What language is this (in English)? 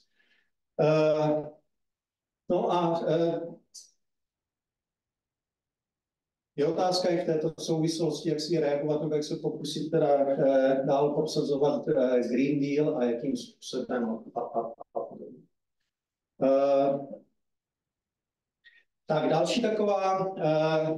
Czech